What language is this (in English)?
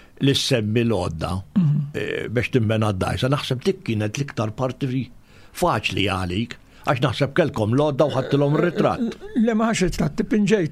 Maltese